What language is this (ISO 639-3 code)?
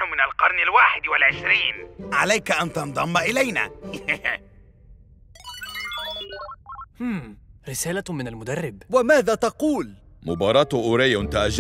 ara